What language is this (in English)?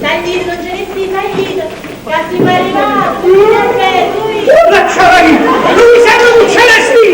Neapolitan